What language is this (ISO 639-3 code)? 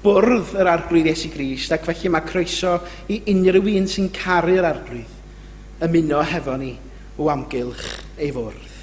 cym